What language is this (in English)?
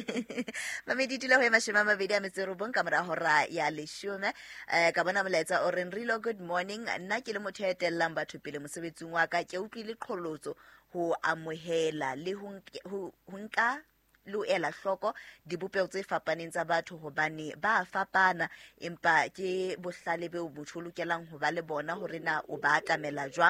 Southern Sotho